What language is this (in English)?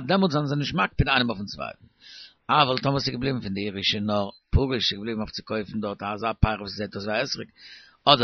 Yiddish